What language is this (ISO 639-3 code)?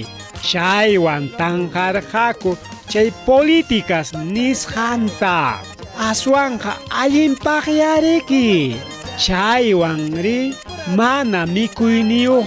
quy